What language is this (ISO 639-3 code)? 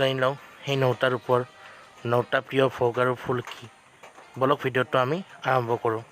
asm